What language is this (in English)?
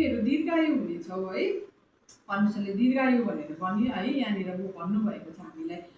Nepali